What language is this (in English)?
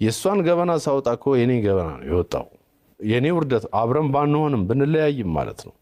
Amharic